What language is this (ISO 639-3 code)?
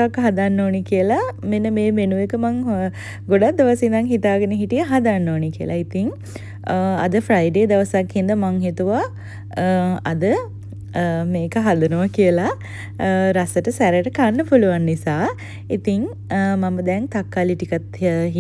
sin